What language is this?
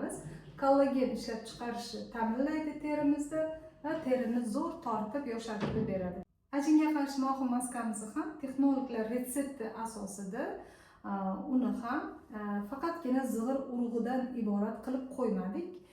Uzbek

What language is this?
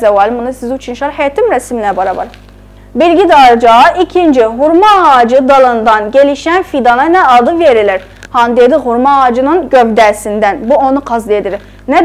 South Azerbaijani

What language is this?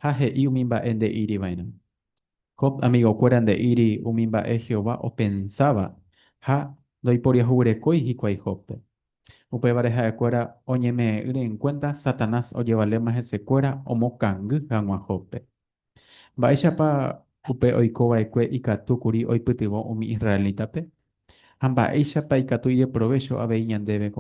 Guarani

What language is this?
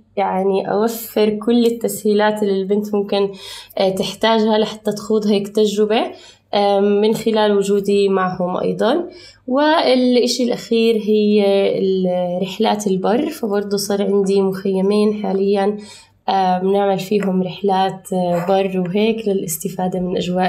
North Levantine Arabic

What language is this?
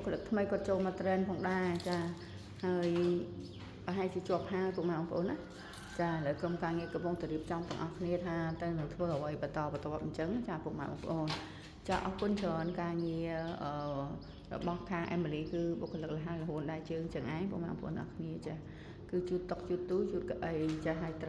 Khmer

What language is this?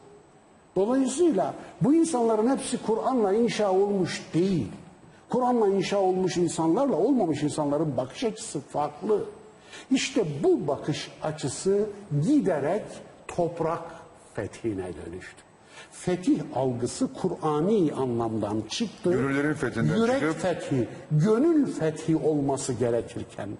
Turkish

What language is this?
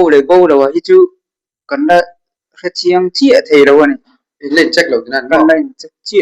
Mizo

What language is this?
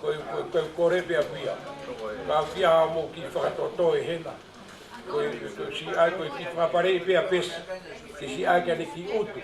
Tongan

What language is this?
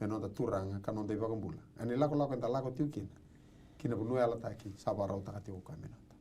Fijian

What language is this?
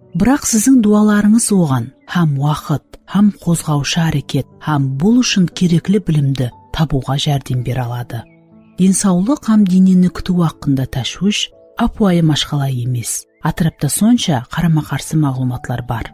Kara-Kalpak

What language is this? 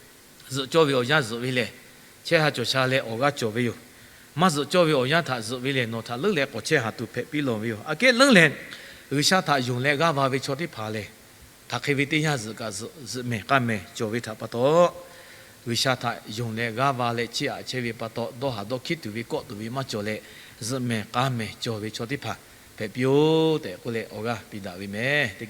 Lahu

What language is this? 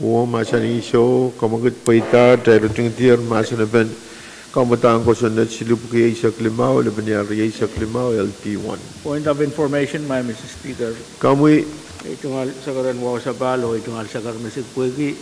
Pohnpeian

